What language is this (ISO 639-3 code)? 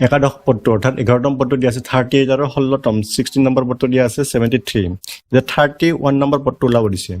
asm